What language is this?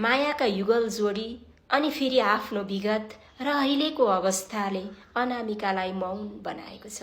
Nepali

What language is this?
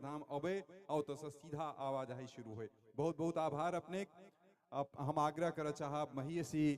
Maithili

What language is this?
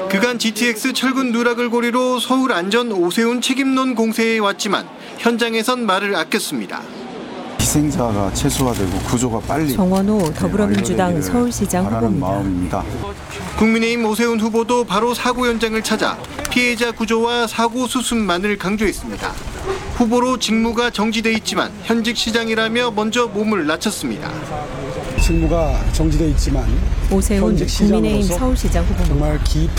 Korean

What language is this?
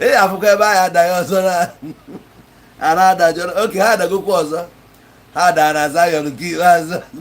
Igbo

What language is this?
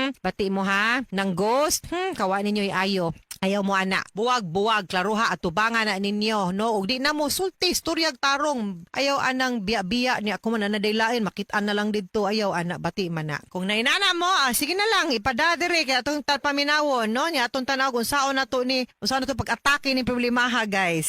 Cebuano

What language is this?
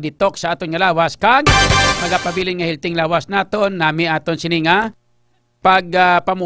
Hiligaynon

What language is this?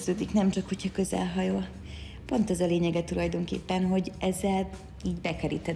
Hungarian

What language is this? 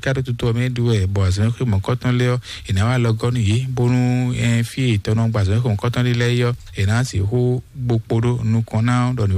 Fon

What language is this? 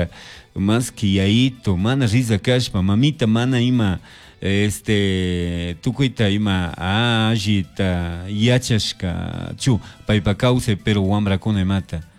Chimborazo Highland Quichua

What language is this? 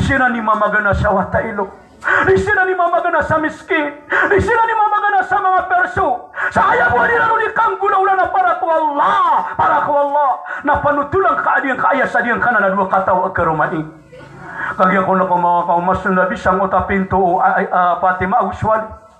Maranao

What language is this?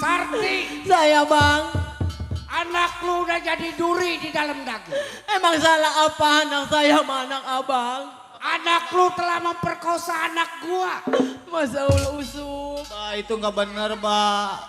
Betawi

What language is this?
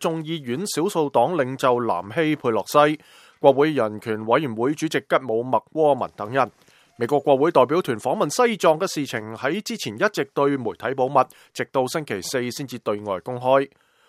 Cantonese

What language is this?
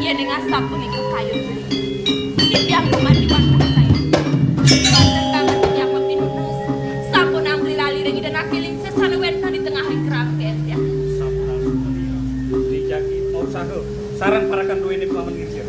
Balinese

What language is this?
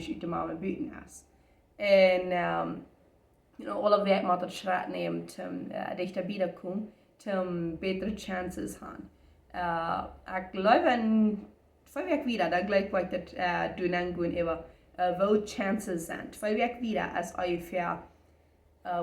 Plautdietsch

